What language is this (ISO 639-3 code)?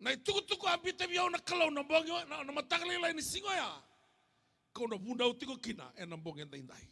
fij